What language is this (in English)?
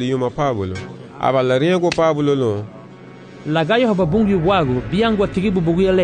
Garifuna